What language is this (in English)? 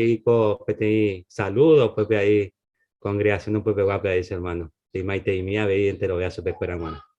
Guarani